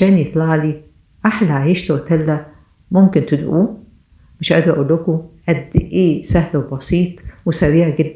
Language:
Egyptian Arabic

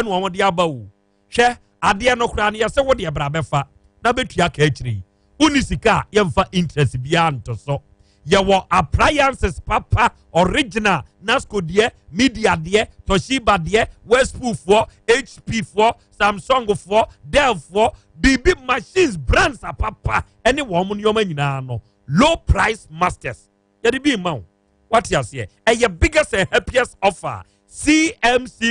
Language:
Akan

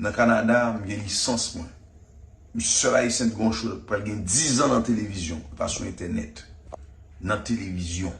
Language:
Haitian Creole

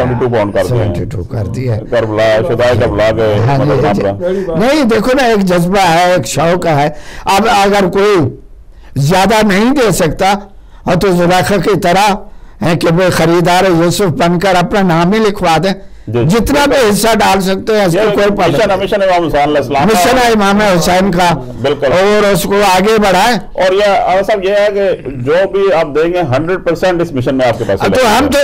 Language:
Urdu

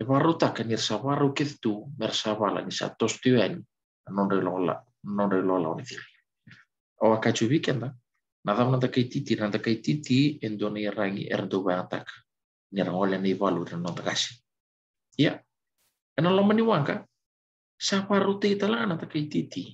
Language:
Fijian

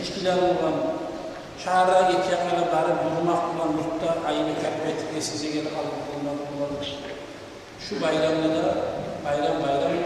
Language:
Kumyk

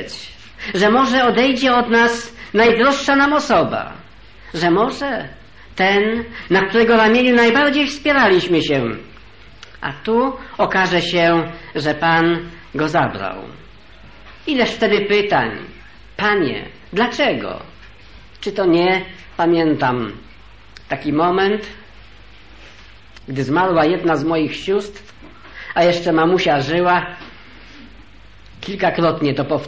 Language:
Polish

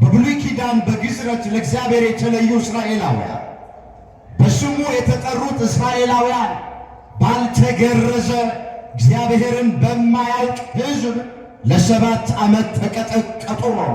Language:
Amharic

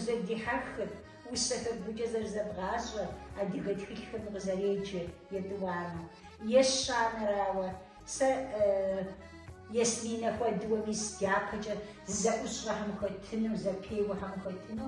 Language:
Kabardian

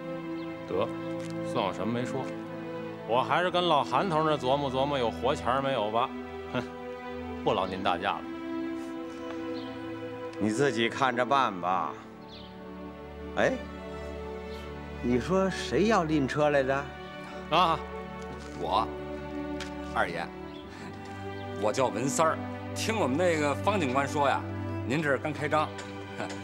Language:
Chinese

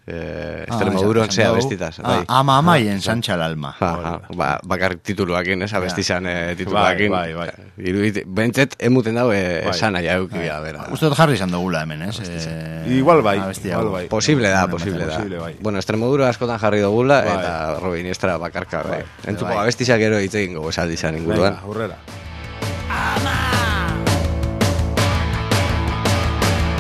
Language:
Basque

